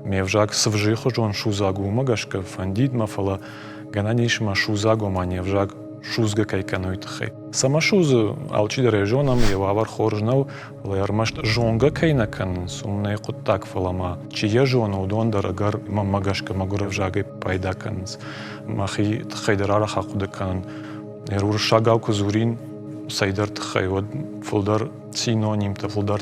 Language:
Ossetic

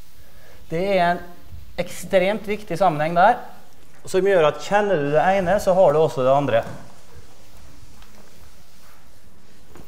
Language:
Norwegian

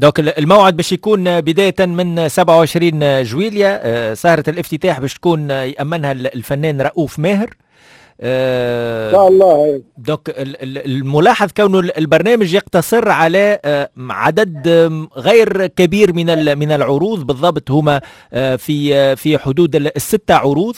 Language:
Tunisian Arabic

